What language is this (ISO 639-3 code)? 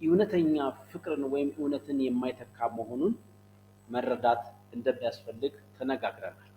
amh